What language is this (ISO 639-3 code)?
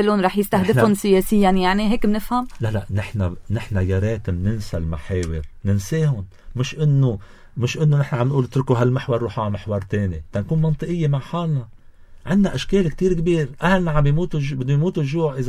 apc